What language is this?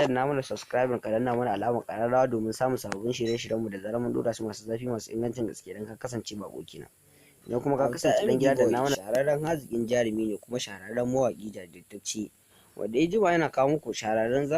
Hausa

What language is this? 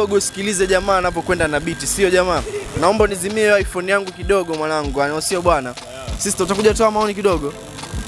Swahili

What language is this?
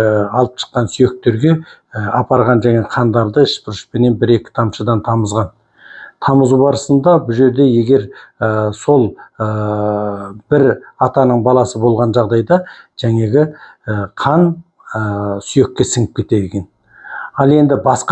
Kazakh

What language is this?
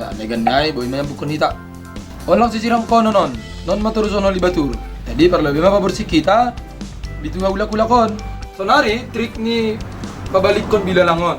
Batak Simalungun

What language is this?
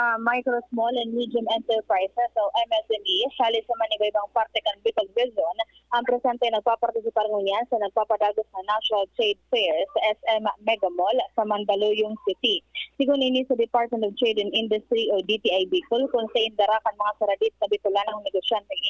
Bikol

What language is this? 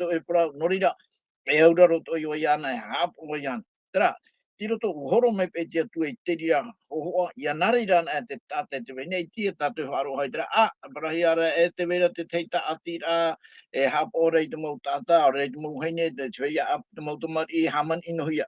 Tahitian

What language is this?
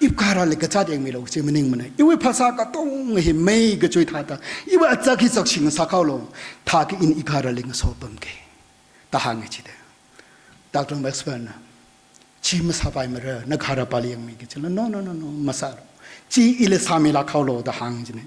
Tangkhul Naga (India)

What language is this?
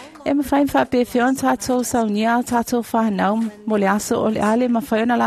Samoan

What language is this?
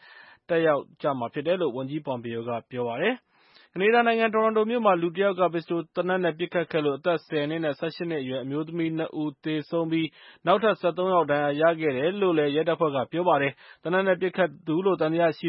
Burmese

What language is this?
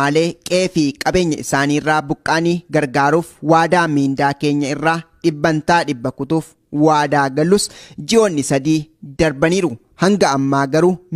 Oromo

